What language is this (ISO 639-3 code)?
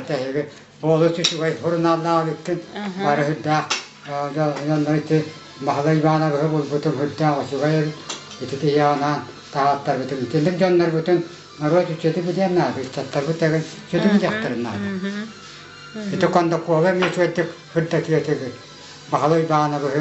sah